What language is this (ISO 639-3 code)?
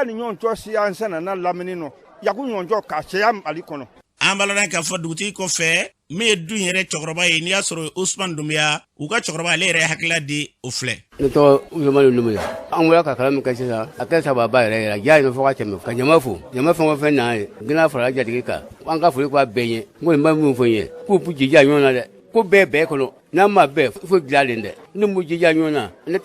bam